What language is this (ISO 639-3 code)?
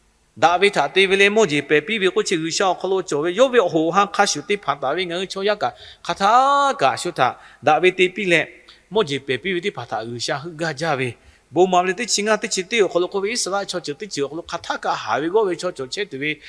lhu